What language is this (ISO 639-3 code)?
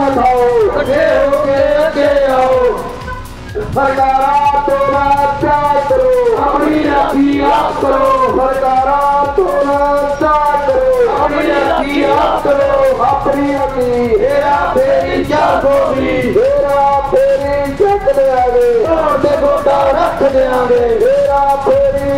pan